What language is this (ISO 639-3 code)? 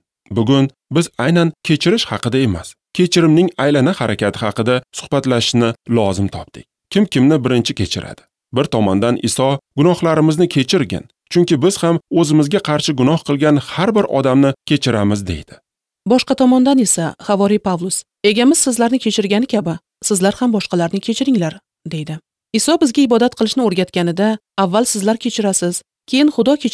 uzb